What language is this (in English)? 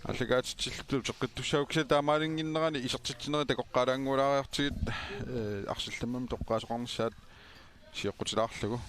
Kalaallisut